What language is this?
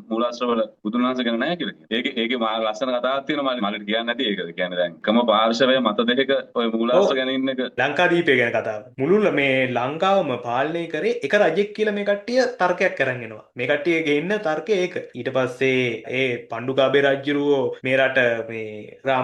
Sinhala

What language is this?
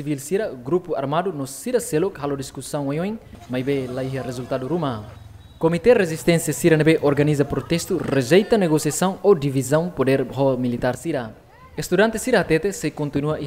Tetum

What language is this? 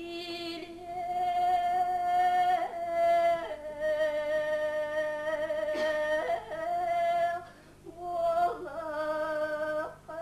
Yakut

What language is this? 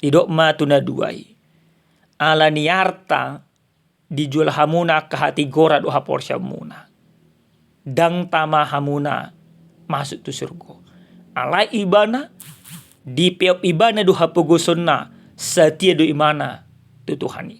Batak Toba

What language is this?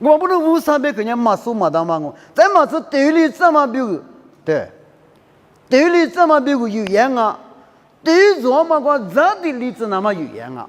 Lisu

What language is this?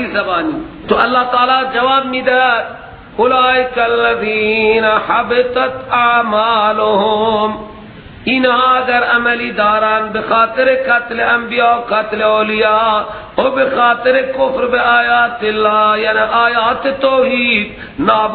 Persian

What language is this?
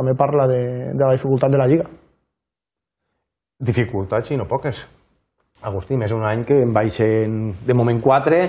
Catalan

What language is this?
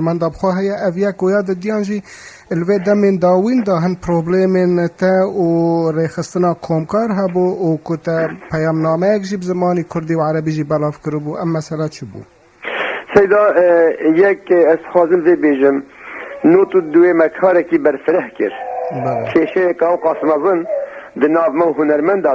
Kurdish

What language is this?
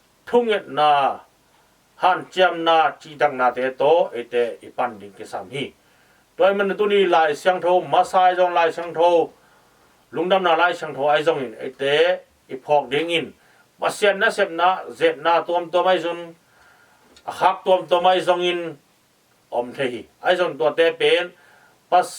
Tedim Chin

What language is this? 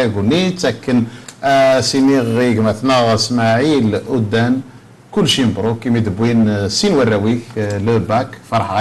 Kabyle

